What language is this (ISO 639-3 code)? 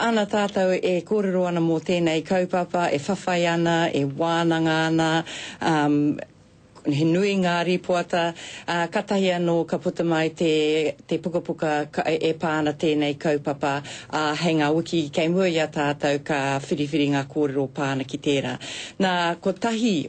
mri